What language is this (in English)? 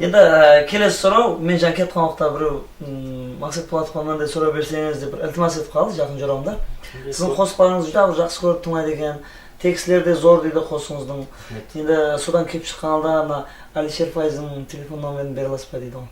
Kara-Kalpak